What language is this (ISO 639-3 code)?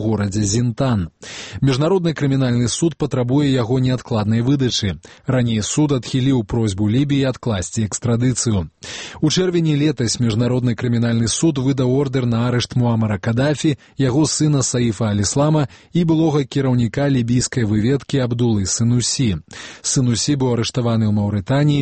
bel